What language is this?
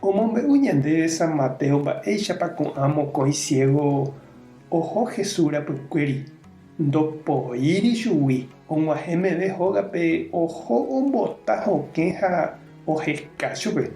Guarani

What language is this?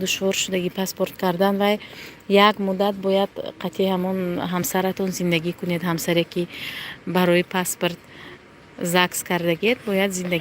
Tajik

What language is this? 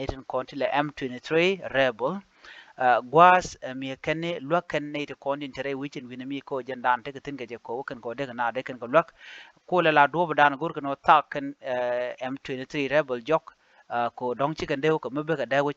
Nuer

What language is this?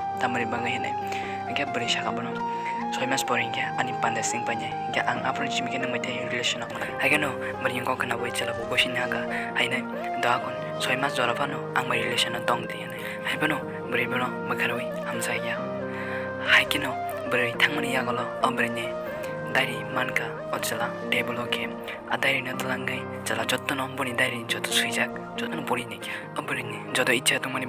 Kok Borok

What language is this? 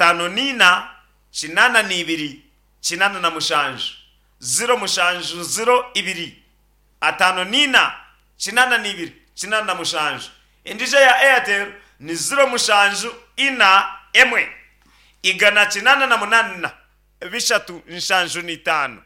Nyankole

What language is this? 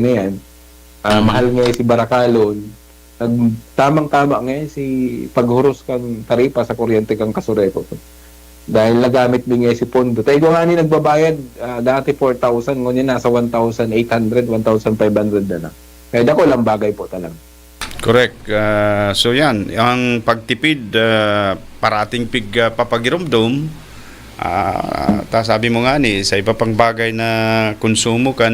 Bikol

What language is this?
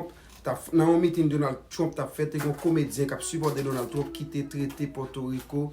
Haitian Creole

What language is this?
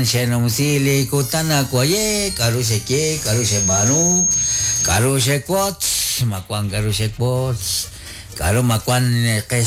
Kekchí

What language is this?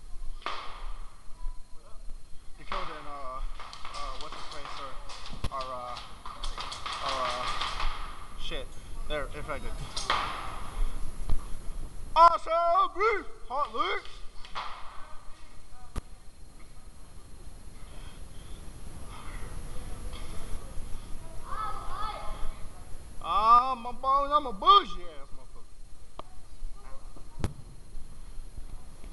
English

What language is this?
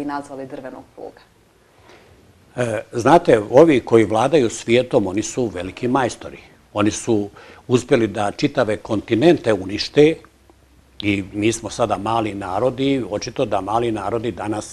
Bosnian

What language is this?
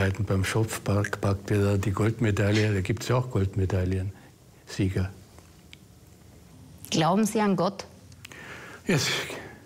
German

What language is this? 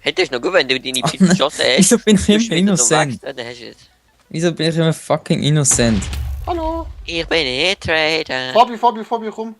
Swiss German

